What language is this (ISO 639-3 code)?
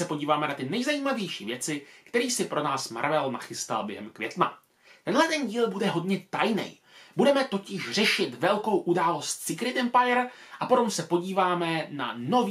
ces